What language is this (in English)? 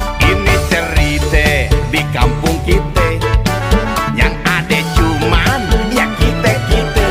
Betawi